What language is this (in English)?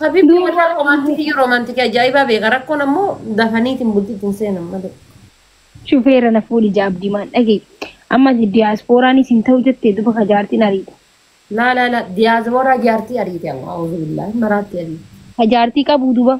Oromo